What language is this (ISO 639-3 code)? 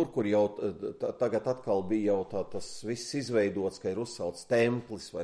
lav